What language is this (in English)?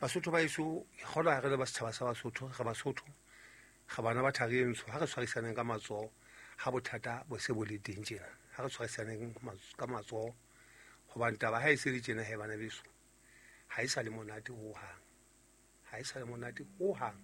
Southern Sotho